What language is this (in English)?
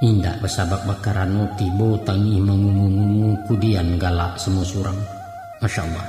Minangkabau